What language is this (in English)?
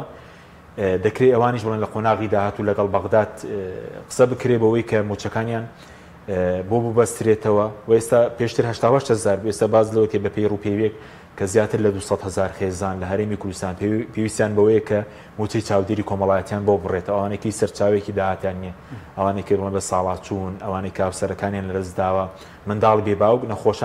Central Kurdish